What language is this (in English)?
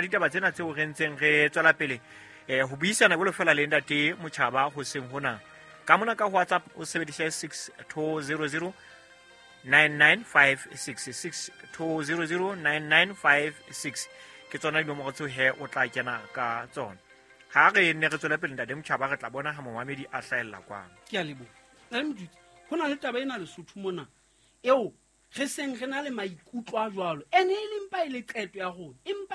Southern Sotho